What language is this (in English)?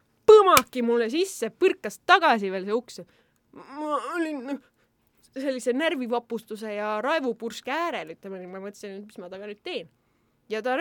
Estonian